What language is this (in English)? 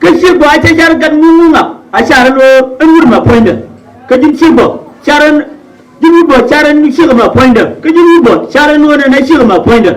Nuer